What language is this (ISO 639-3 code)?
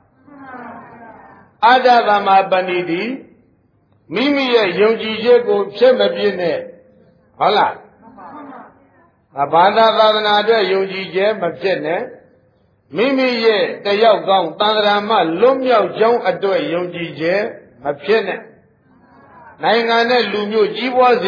mya